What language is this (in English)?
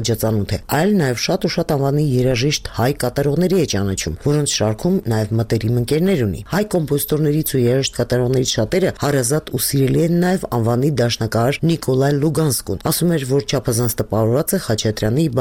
Armenian